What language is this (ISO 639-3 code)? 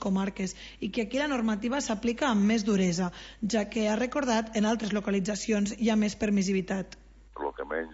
cat